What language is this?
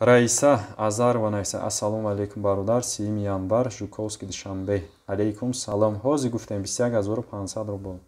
Tajik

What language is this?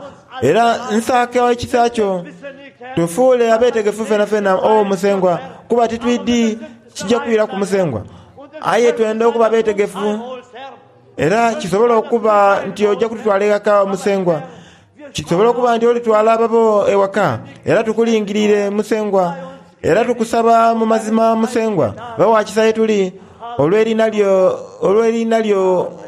Soga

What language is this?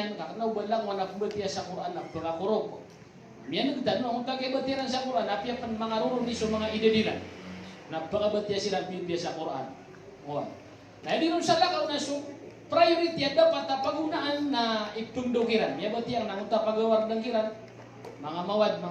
Maranao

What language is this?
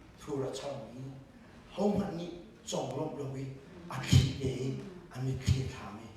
Hakha Chin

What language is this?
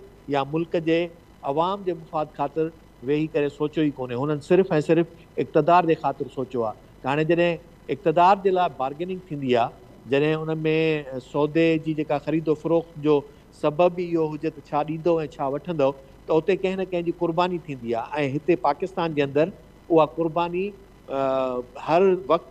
Sindhi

